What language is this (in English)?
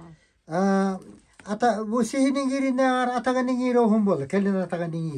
Yakut